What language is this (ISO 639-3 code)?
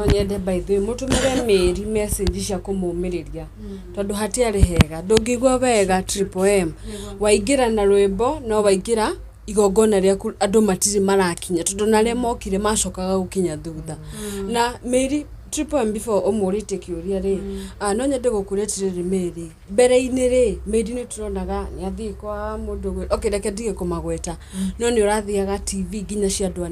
kik